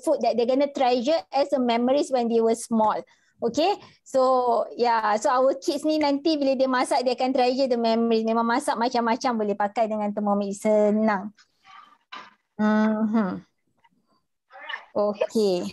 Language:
Malay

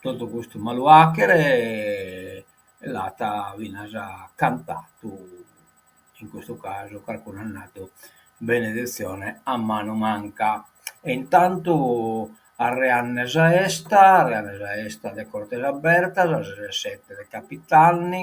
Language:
Sardinian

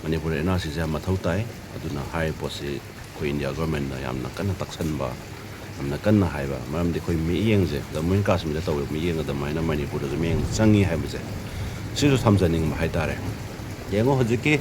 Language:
Manipuri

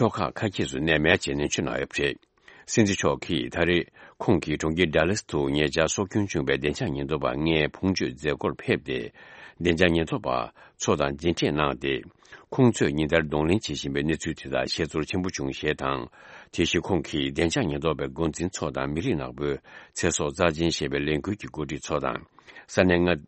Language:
Tibetan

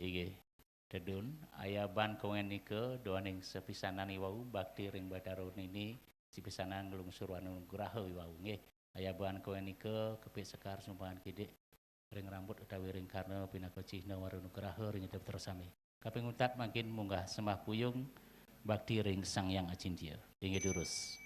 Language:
Balinese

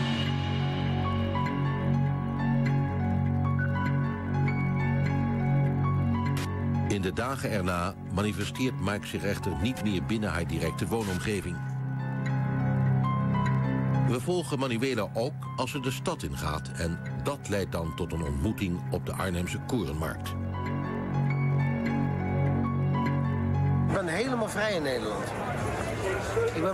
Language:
Dutch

